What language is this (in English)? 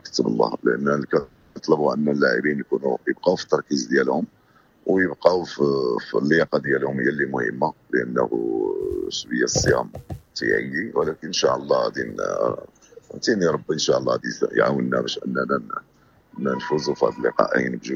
Moroccan Arabic